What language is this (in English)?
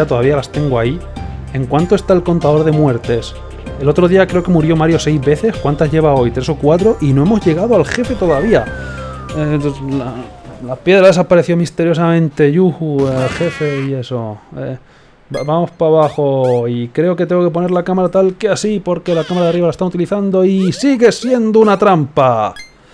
Spanish